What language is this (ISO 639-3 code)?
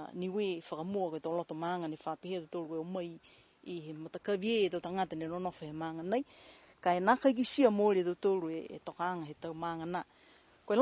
niu